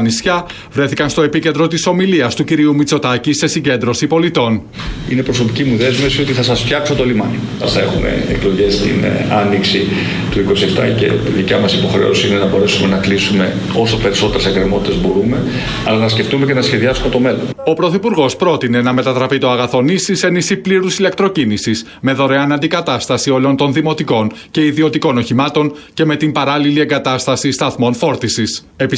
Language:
Greek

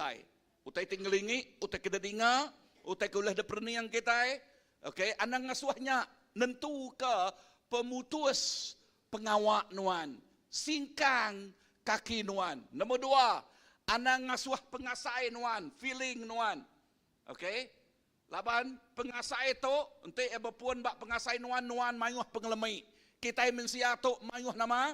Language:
Iban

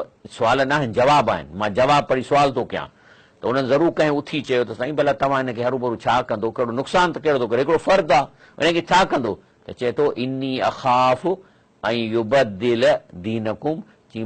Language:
Sindhi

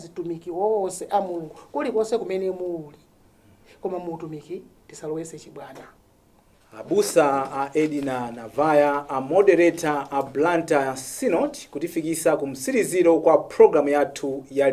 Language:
Nyanja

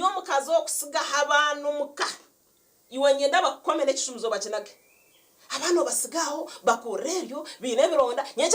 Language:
Nyankole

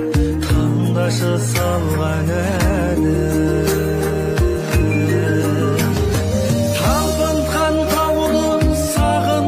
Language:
Kazakh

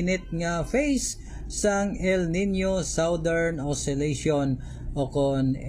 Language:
Hiligaynon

